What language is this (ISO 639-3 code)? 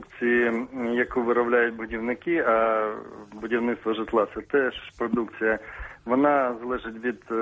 ukr